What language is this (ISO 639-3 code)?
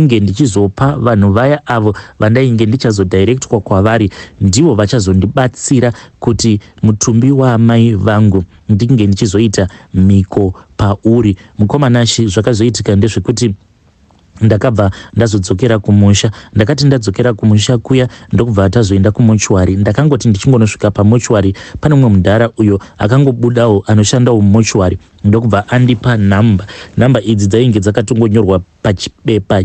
sna